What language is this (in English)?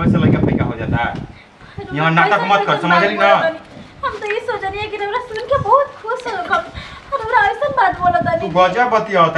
Bhojpuri